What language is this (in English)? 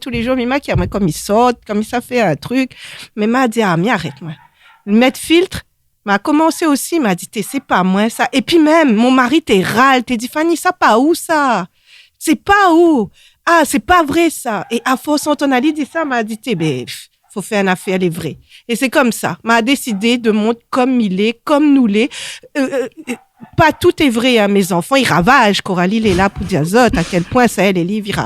Réunion Creole French